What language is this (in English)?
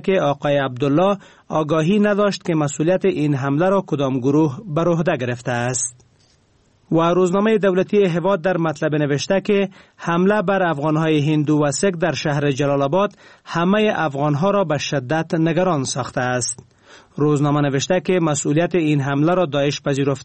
Persian